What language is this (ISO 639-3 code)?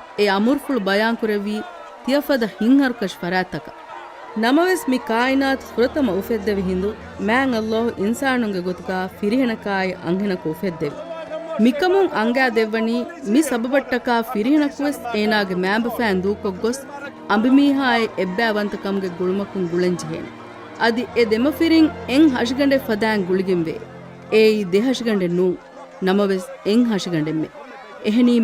div